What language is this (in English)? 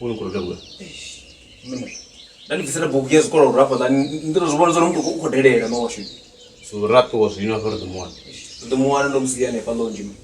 Venda